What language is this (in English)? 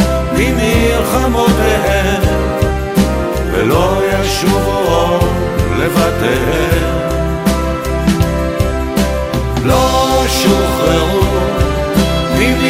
Hebrew